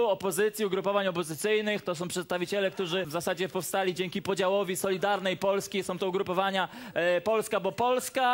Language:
Polish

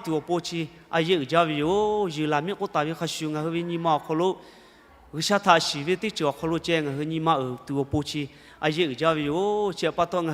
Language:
Lahu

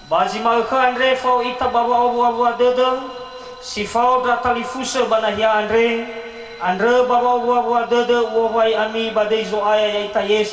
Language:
Nias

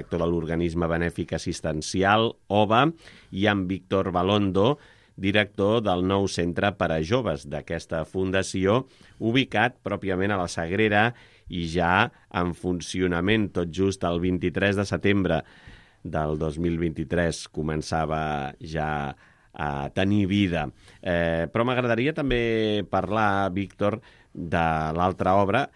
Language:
Catalan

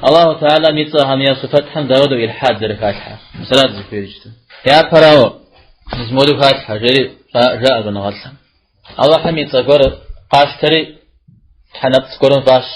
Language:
Kabardian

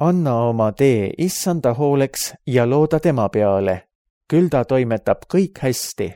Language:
Estonian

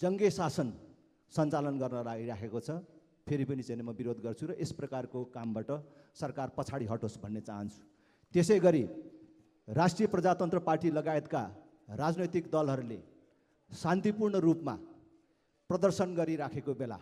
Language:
Nepali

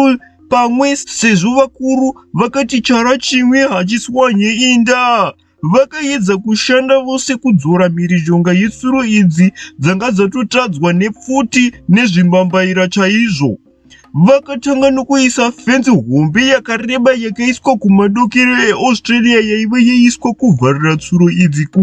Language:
Shona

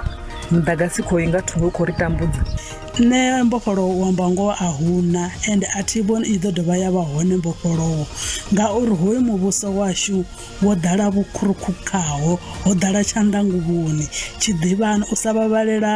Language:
Venda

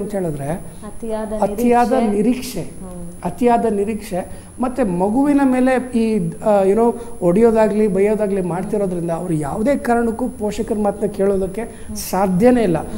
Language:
Kannada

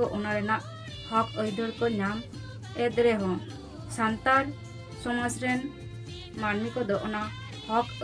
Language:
Santali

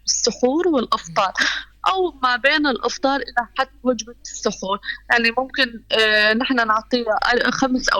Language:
North Levantine Arabic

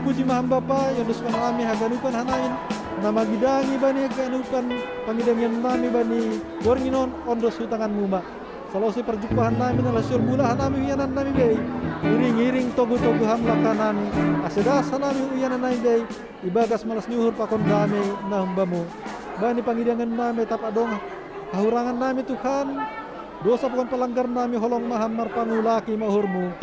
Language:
Batak Simalungun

